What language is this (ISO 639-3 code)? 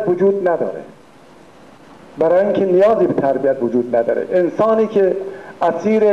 fas